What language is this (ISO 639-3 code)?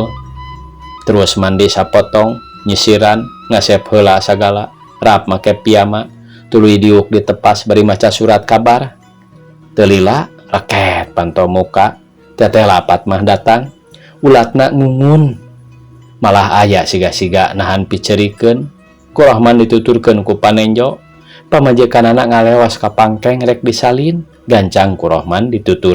sun